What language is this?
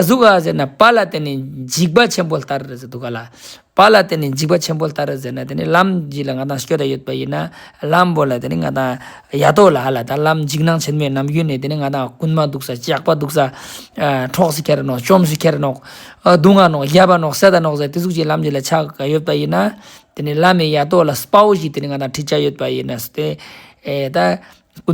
Ladakhi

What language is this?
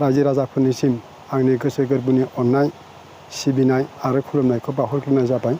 Bodo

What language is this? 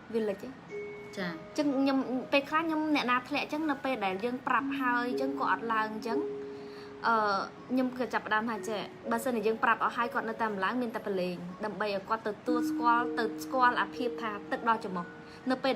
Khmer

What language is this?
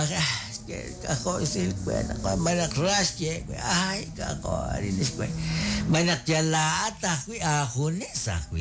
Kekchí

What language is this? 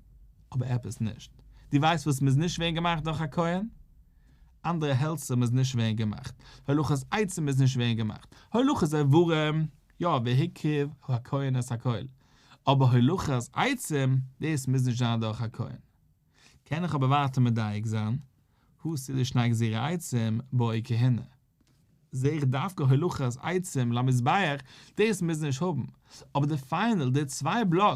Yiddish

